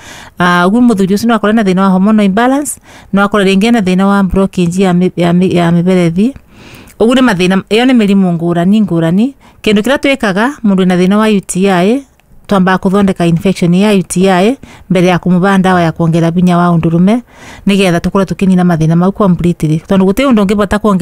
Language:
Kikuyu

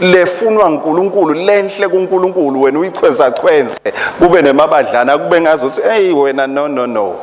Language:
Swati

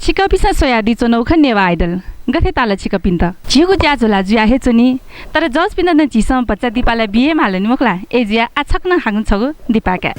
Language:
Newari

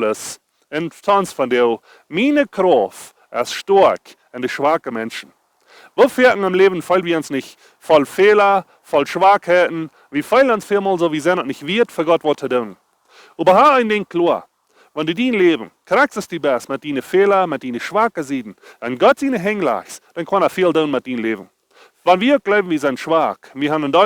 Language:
Plautdietsch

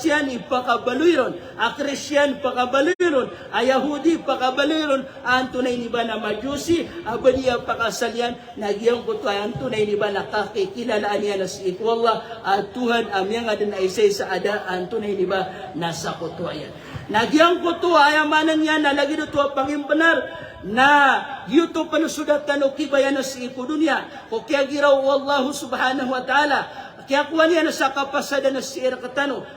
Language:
Maranao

